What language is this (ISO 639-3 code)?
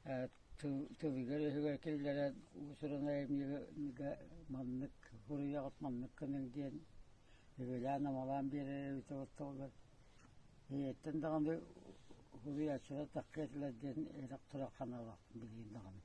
sah